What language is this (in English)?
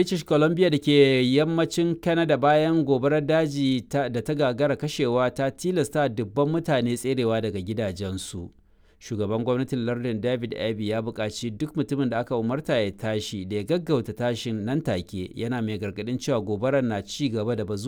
Hausa